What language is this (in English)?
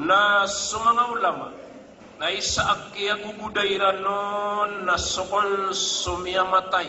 Maranao